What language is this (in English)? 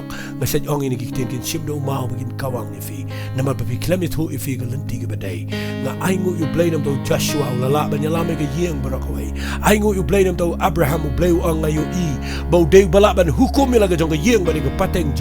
Khasi